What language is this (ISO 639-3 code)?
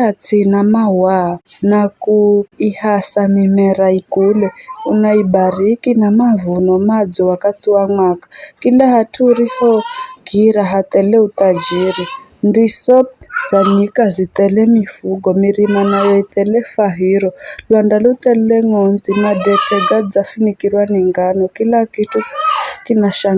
nyf